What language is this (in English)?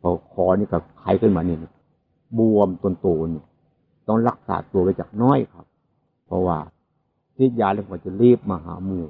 Northeastern Thai